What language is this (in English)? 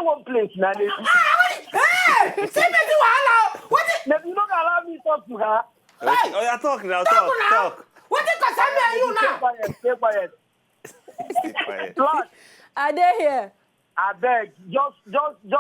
Nigerian Pidgin